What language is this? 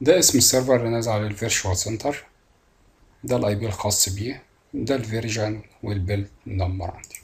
Egyptian Arabic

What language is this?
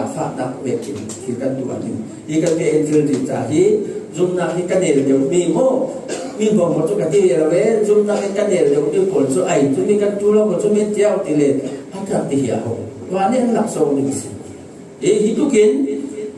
Falam Chin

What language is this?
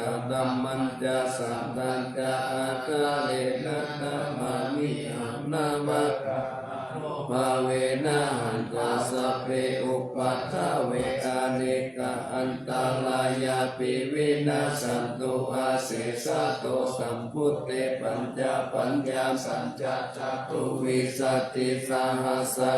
Pali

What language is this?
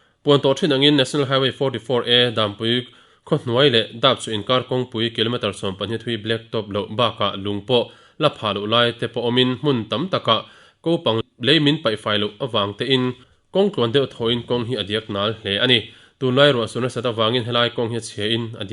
Mizo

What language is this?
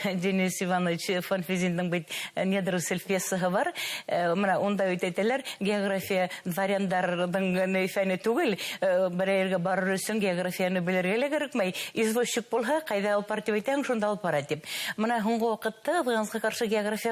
Bashkir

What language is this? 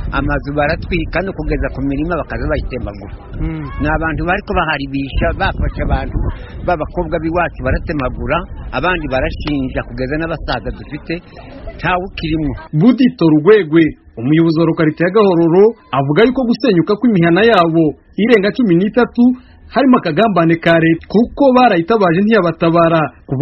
Kinyarwanda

